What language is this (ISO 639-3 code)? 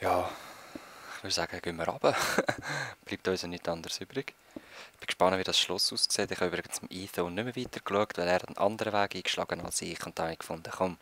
gsw